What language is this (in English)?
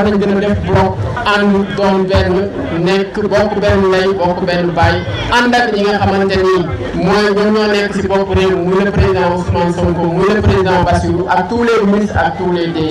Wolof